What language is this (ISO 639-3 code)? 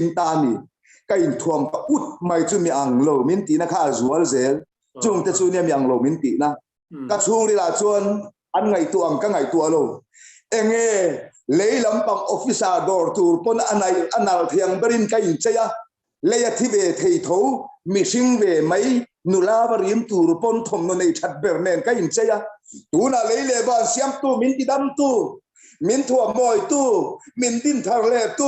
lus